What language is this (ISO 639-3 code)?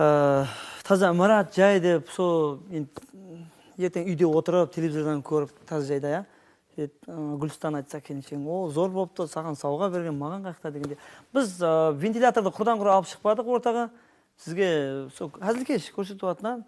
kaa